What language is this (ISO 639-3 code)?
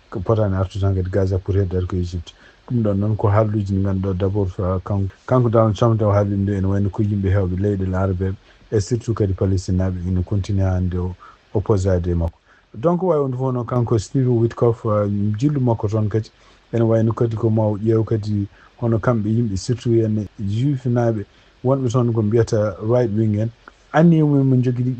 ful